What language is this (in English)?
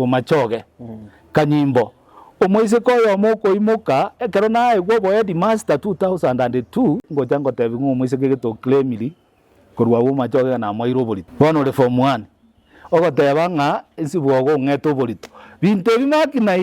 Gusii